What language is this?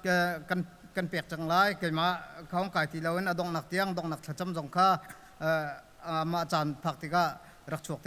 Hakha Chin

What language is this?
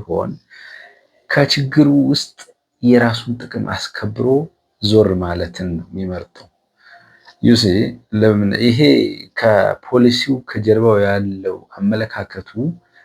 Amharic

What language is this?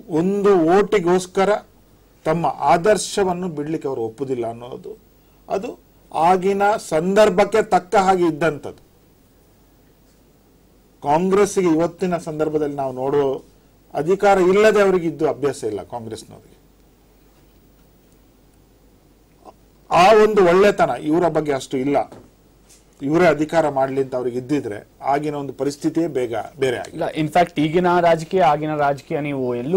Kannada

